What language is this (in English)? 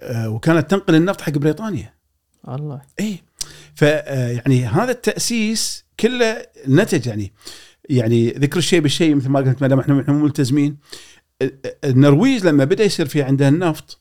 Gulf Arabic